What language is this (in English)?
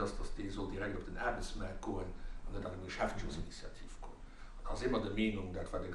Luxembourgish